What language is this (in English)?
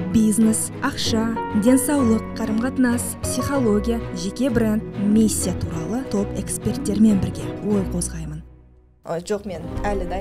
Kazakh